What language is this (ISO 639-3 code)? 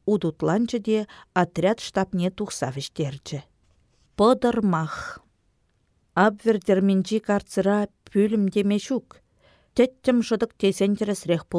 chv